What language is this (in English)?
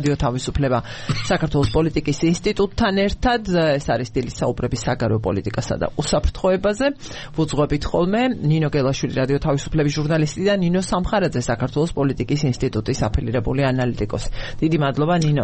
Georgian